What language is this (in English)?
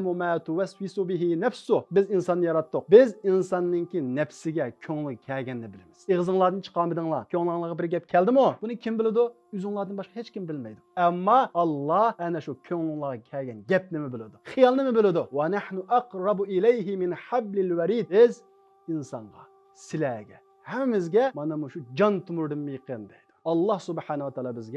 Uyghur